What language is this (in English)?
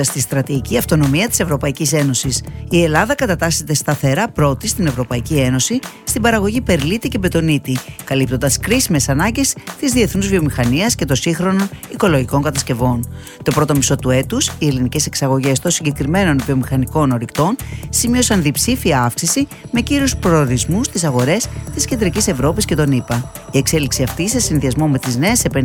Greek